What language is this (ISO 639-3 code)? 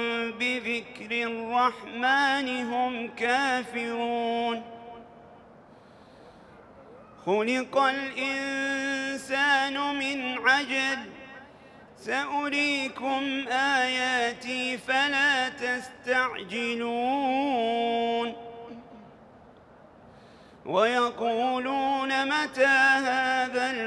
ara